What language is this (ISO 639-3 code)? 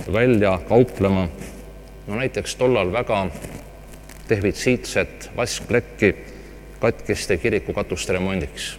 est